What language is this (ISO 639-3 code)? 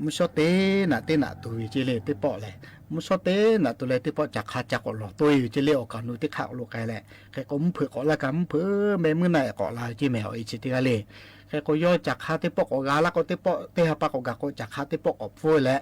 lhu